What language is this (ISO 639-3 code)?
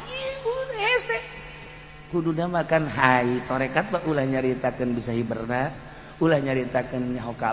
sun